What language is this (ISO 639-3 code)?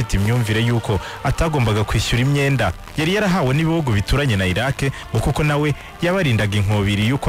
kin